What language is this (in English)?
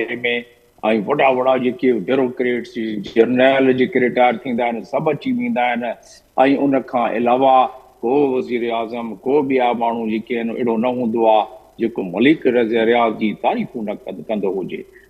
Sindhi